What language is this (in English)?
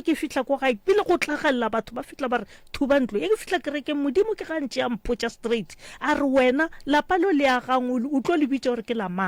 Northern Sotho